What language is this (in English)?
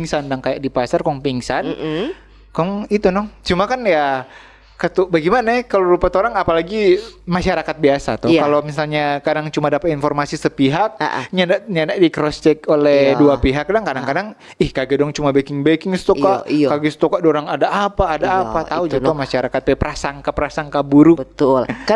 Manado Malay